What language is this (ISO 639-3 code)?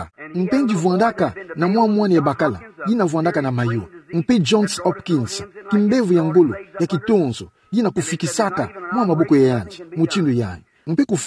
ktu